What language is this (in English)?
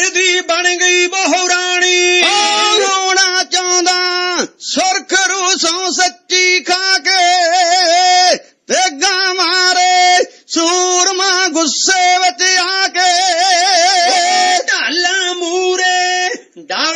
Punjabi